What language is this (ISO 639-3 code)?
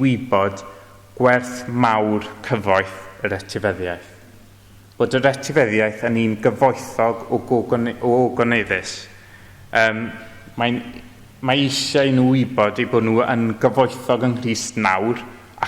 cym